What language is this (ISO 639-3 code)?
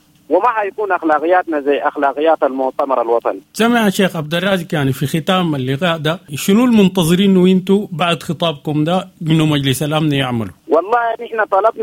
apd